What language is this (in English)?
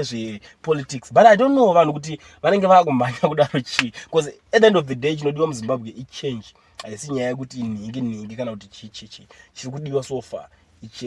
Shona